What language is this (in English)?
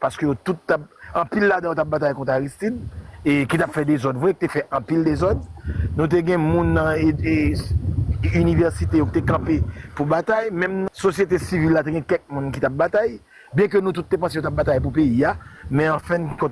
Haitian Creole